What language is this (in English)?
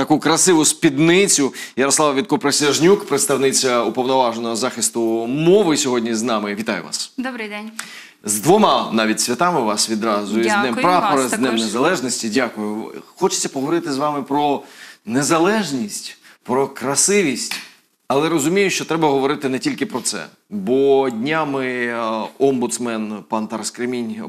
Ukrainian